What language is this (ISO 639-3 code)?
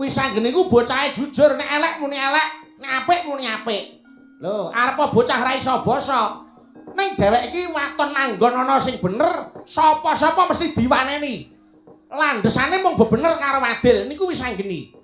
jav